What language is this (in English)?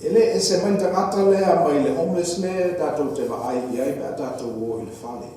Samoan